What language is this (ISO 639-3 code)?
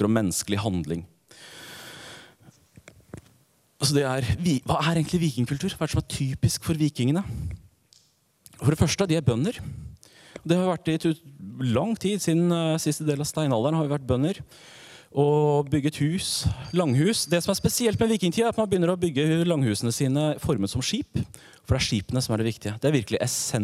nor